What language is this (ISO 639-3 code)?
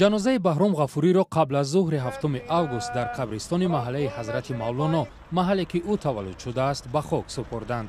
tgk